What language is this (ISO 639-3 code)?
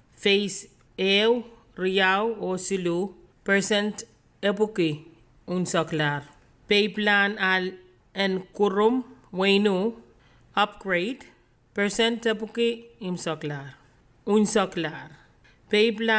pon